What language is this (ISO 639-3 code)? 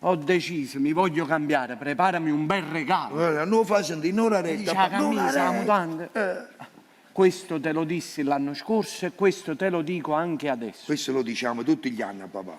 nap